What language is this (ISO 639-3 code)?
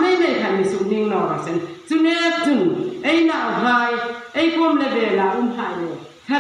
hmr